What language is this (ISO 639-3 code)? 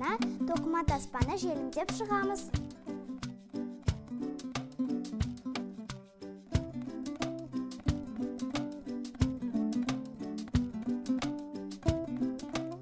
kaz